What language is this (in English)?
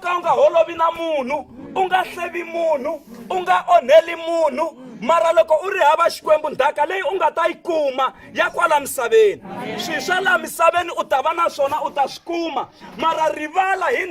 Tsonga